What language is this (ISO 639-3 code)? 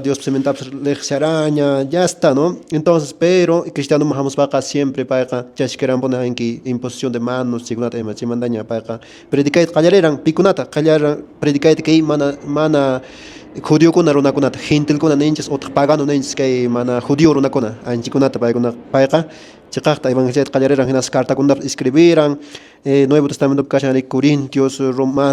que